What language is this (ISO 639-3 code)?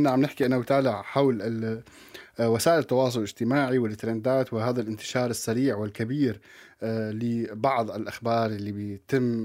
apc